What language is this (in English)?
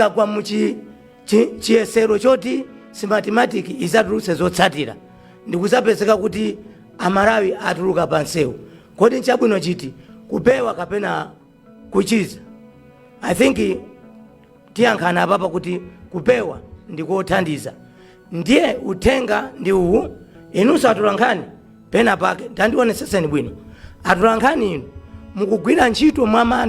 Nyanja